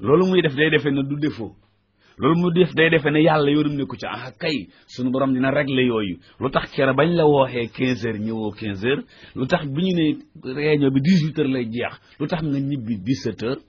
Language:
Wolof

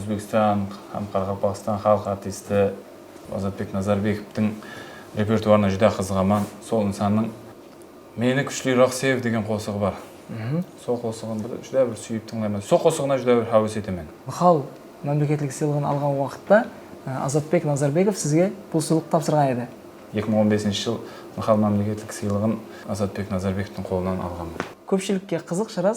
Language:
Kara-Kalpak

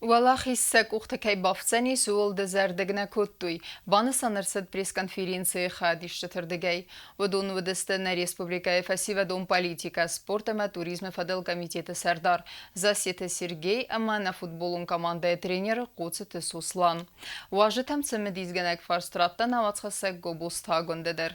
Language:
Ossetic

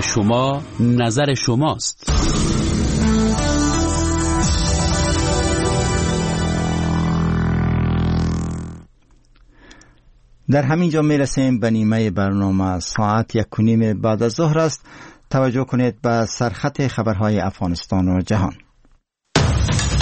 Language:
Persian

